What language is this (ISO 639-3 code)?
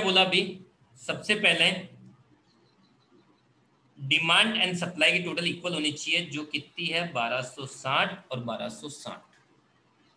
hin